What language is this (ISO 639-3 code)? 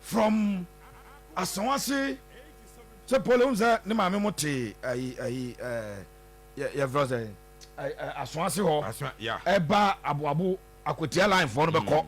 aka